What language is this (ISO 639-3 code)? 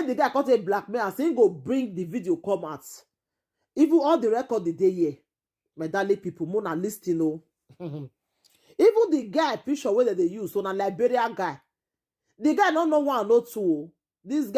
pcm